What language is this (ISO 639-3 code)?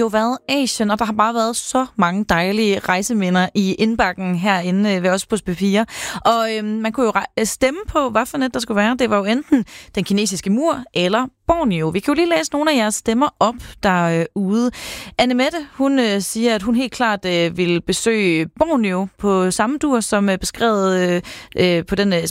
dan